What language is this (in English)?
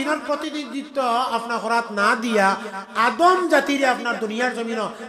Sylheti